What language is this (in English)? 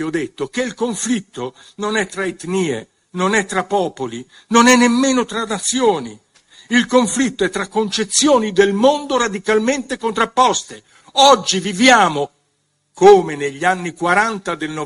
Italian